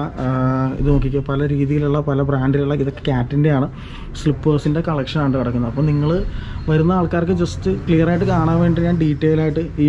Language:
Malayalam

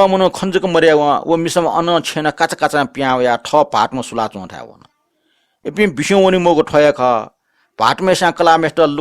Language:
Newari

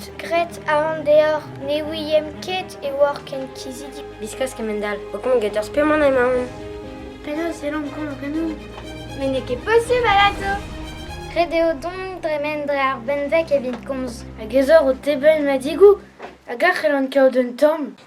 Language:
Breton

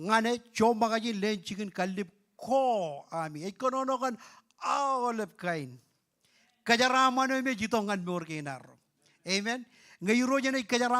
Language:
Marshallese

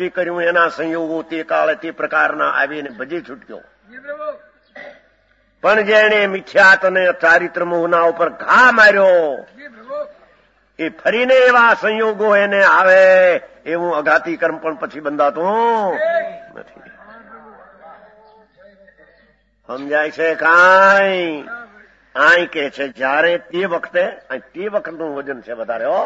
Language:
Gujarati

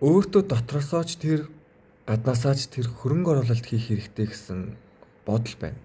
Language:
Mongolian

